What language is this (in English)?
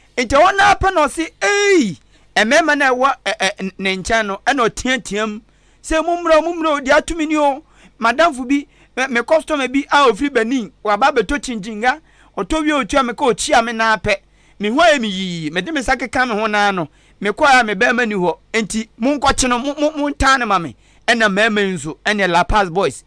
Akan